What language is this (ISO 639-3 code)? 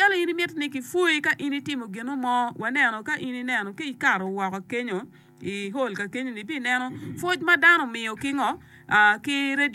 ach